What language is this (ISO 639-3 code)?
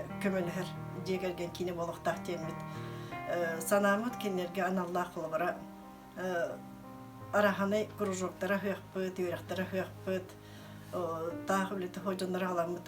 sah